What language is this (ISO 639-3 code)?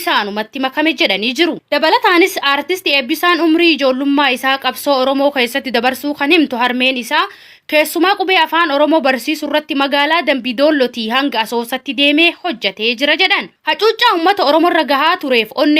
orm